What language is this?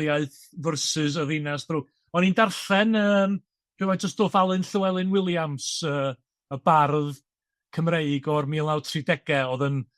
Welsh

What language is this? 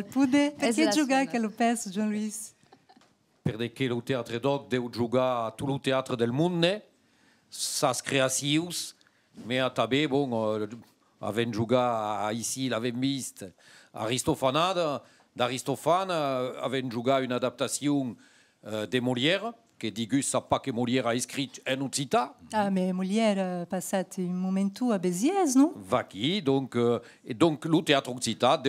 Occitan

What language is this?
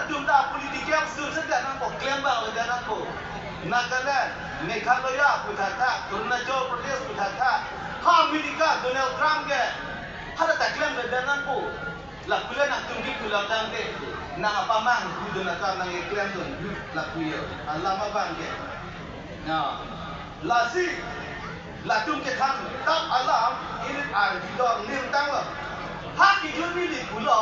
Karbi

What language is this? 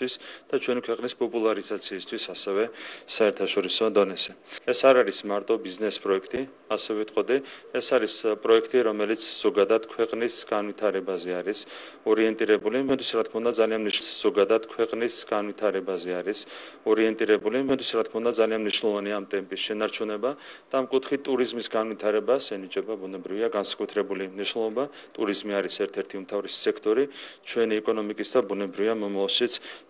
Georgian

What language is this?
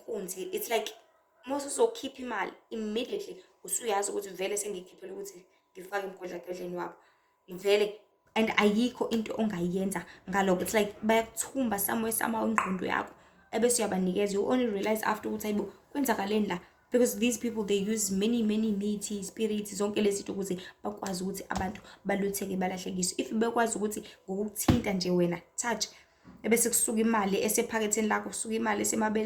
Zulu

